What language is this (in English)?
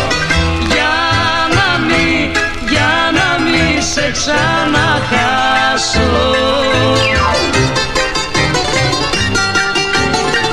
Greek